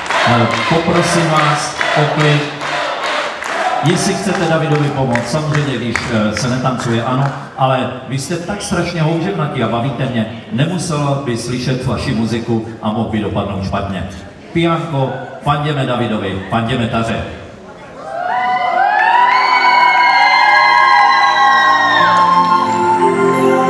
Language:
Czech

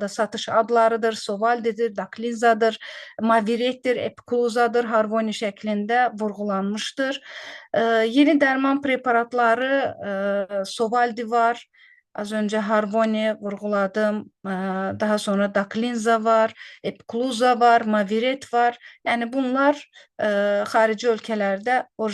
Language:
Azerbaijani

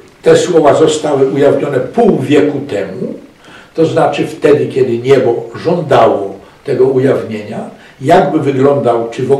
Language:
Polish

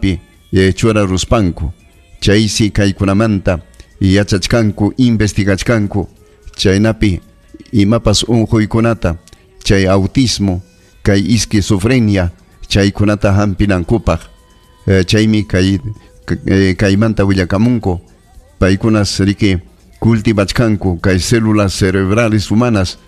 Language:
Ayacucho Quechua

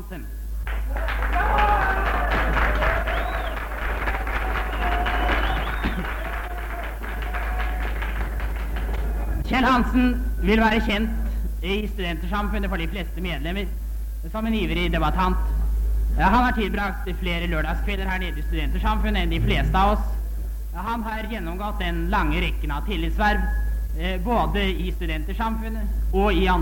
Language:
Norwegian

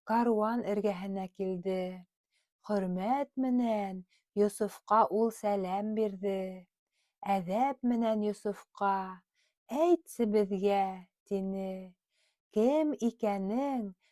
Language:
Bashkir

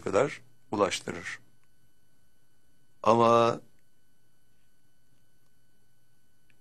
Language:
Turkish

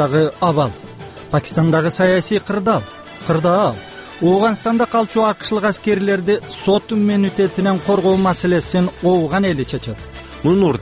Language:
Kyrgyz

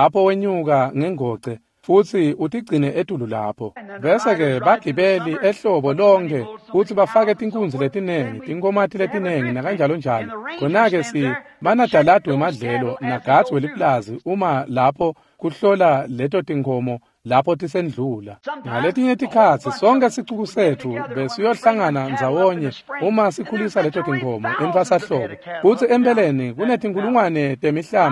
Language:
Swati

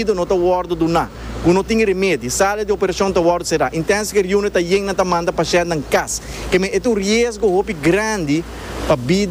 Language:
Papiamento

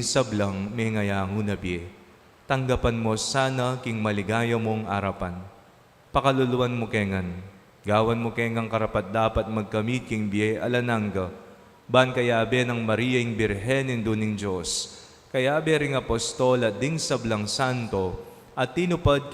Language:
Pampanga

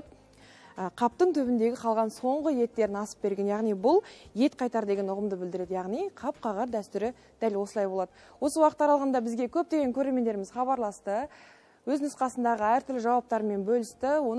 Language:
Kazakh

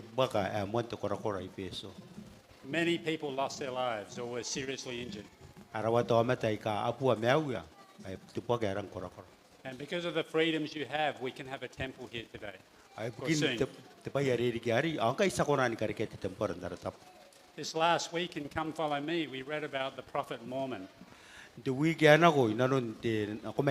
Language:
Gilbertese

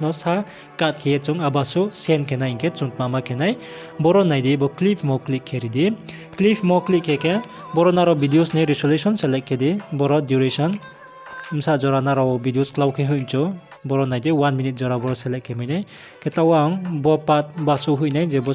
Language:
Riang (India)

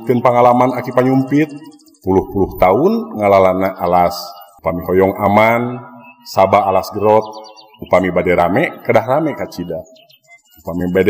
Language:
Sundanese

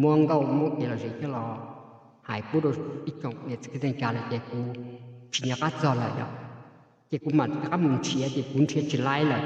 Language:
Hmong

